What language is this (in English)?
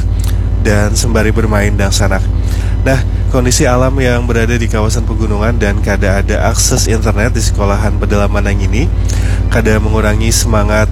Banjar